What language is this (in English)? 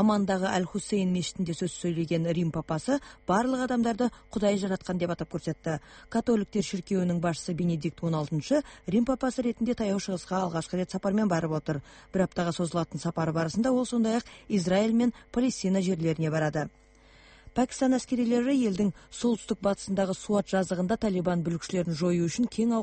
Kazakh